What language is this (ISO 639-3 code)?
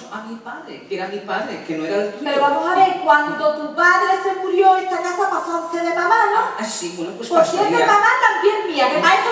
spa